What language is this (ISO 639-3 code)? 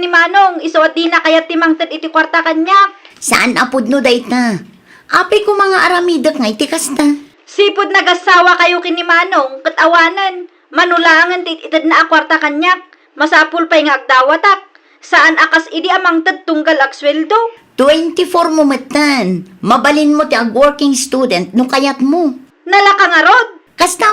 ilo